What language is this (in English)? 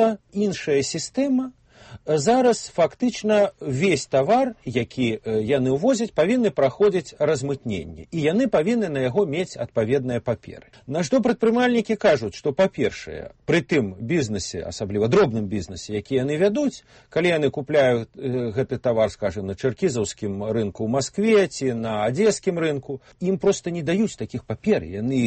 Belarusian